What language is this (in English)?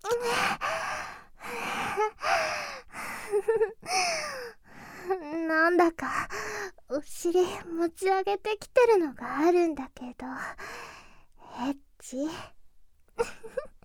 Japanese